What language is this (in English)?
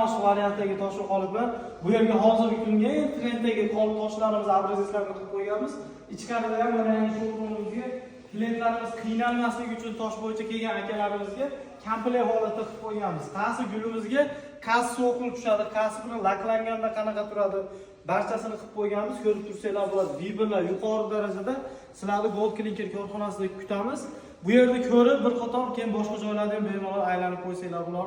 Uzbek